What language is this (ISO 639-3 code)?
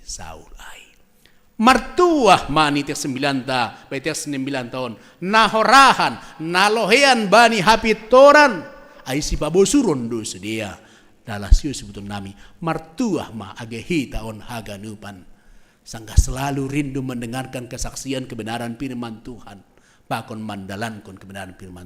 bts